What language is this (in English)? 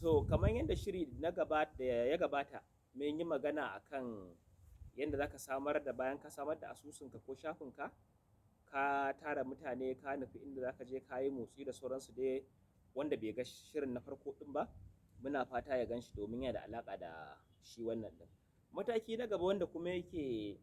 Hausa